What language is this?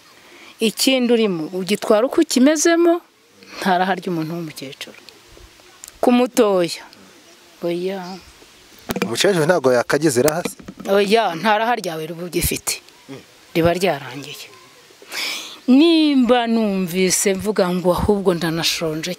Kinyarwanda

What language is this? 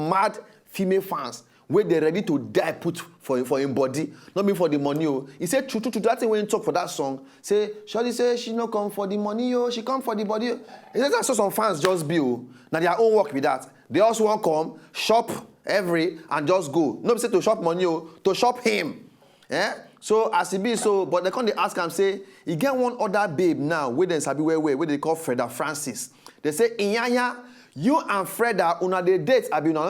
Nigerian Pidgin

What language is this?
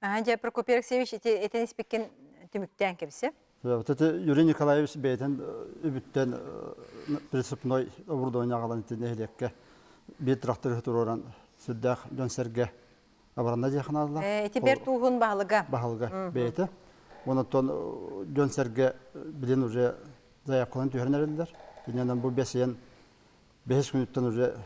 Yakut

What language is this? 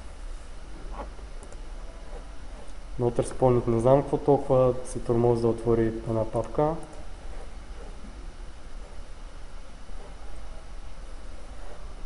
Bulgarian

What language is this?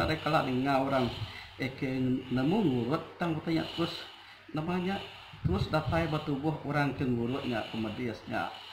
Iban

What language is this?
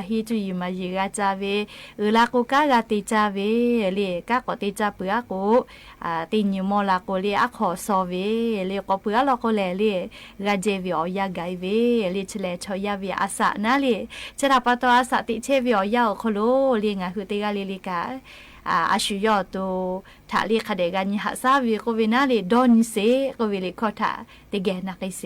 Lahu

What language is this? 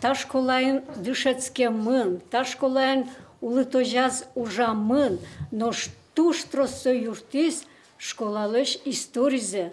Udmurt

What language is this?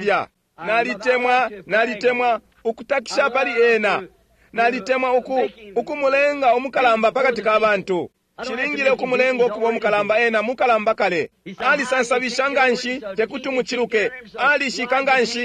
Bemba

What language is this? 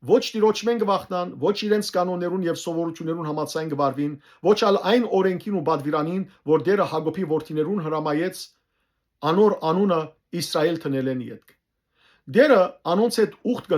Western Armenian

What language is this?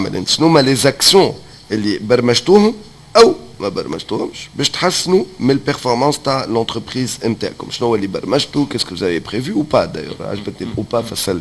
Tunisian Arabic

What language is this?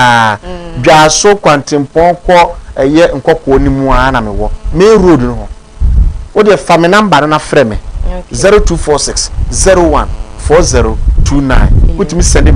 Akan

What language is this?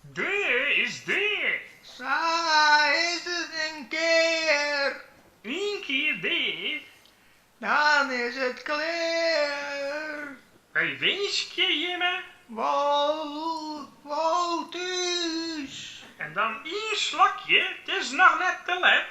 Western Frisian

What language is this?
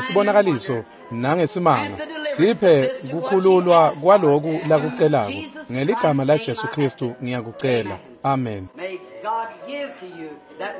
Swati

